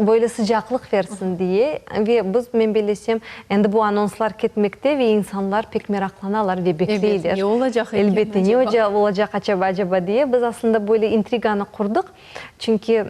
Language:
Crimean Tatar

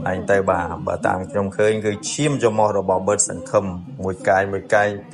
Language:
Khmer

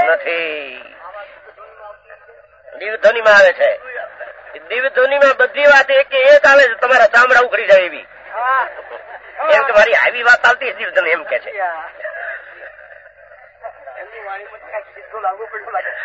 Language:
Gujarati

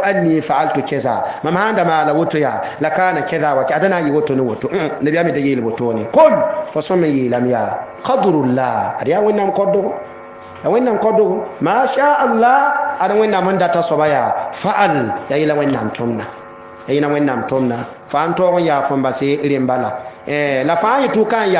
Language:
Mossi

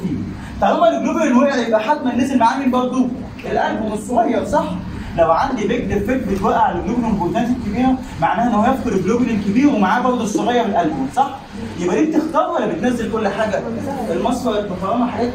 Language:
Egyptian Arabic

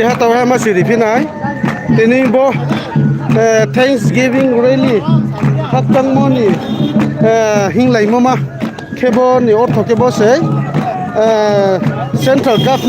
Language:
Riang (India)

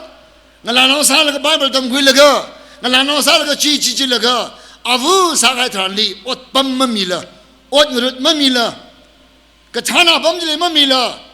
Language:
Tangkhul Naga (India)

